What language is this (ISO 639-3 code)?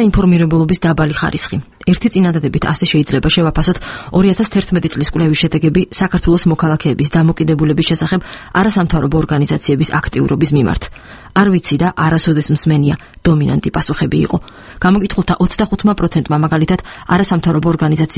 kat